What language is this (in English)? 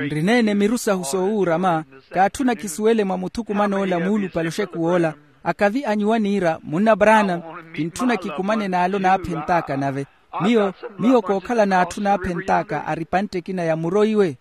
Makhuwa